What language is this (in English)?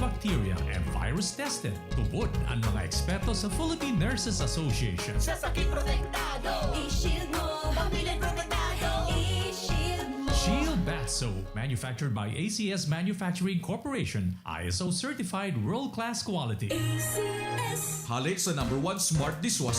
Bikol